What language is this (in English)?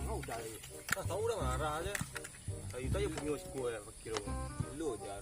Minangkabau